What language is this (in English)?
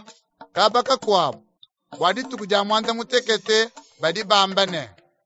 Luba-Lulua